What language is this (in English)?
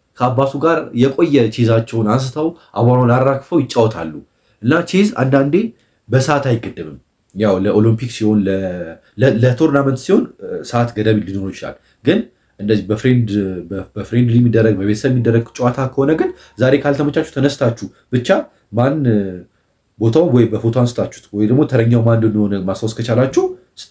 Amharic